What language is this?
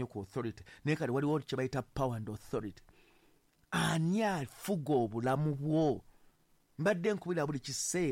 Ganda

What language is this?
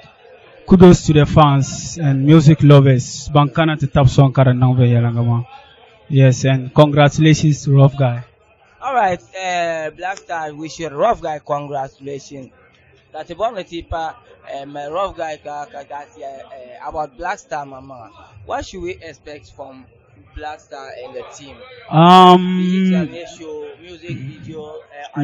Dagbani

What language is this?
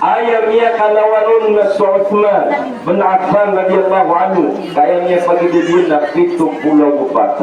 Maranao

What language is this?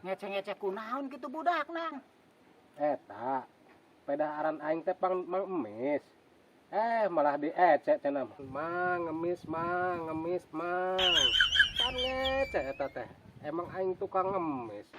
Sundanese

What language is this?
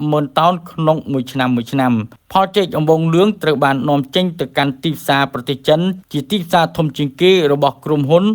Khmer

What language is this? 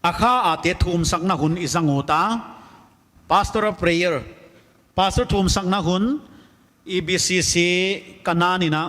Paite Chin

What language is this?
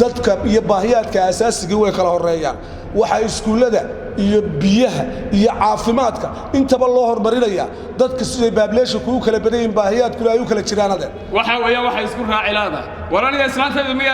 Somali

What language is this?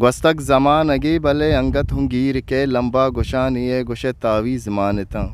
Eastern Balochi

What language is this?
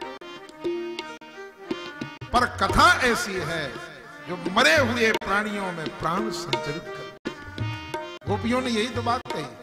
Hindi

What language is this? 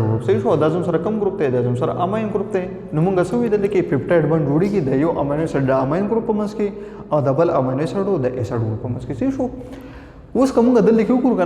Pashto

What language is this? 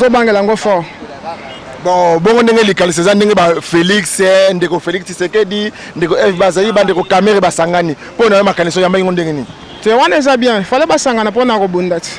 Lingala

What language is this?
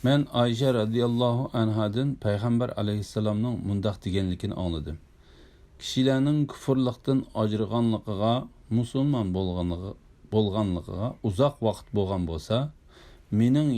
Uyghur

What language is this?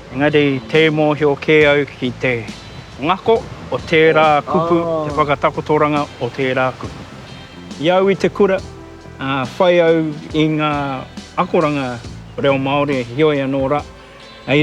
Māori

